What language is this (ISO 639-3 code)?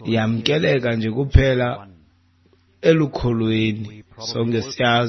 xho